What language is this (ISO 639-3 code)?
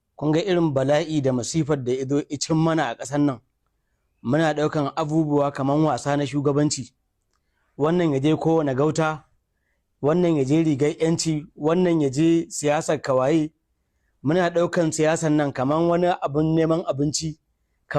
hau